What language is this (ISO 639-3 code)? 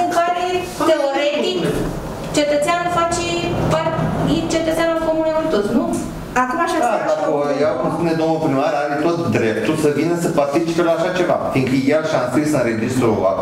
ron